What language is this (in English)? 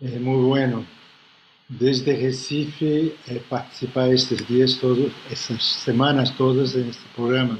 Ladino